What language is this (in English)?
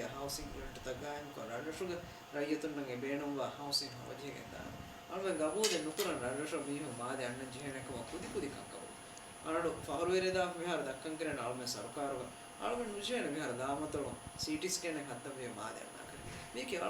Divehi